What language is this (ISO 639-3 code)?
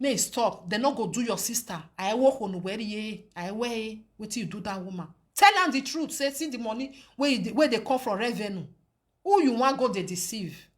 pcm